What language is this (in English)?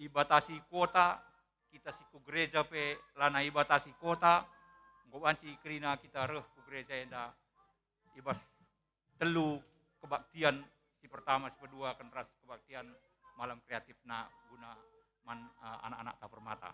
Batak Karo